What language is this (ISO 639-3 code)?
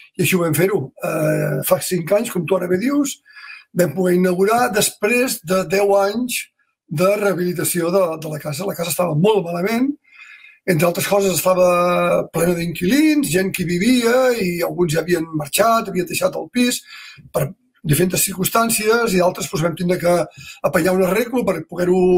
cat